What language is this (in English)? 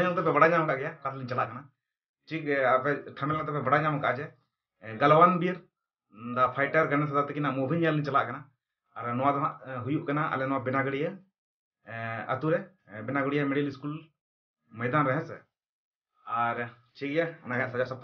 Santali